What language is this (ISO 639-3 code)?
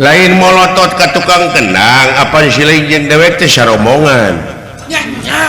sun